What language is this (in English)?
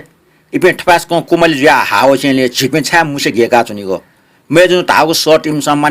Newari